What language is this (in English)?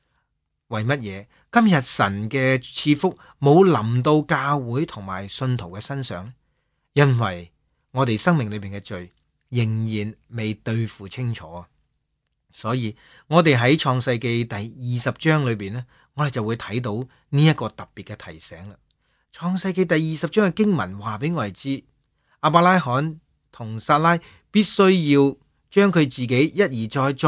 Cantonese